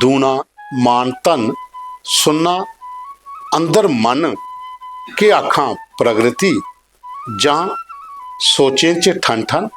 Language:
Dogri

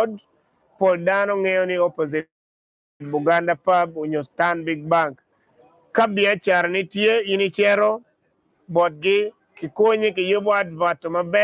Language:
Acoli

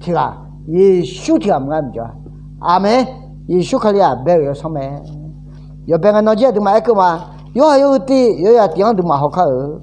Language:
Akha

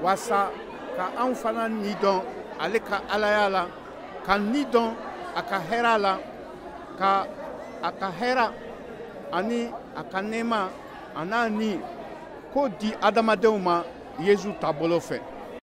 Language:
Bambara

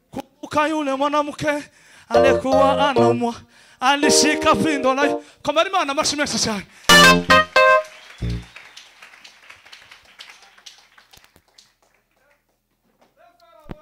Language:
Kinyarwanda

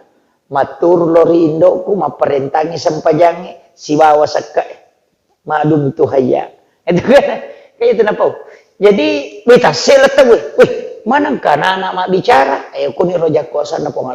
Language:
Buginese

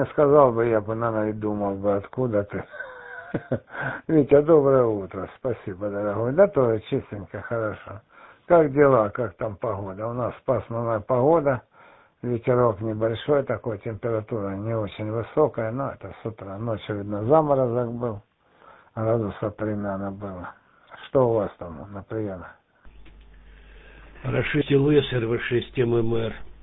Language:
Russian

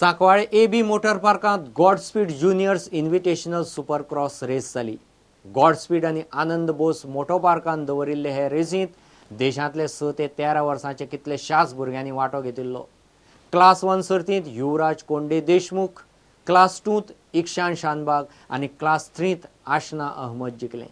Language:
Konkani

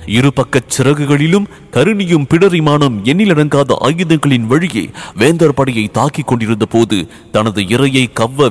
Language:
Tamil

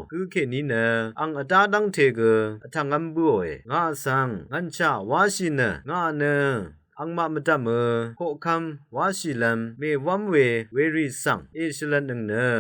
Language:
Rawang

